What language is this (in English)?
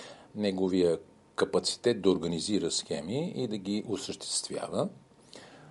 Bulgarian